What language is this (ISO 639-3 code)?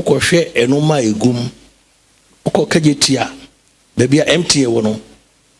aka